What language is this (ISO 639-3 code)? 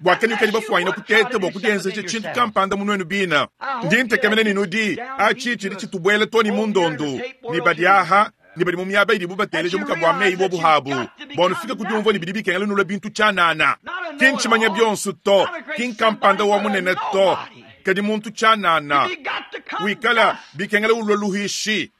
lua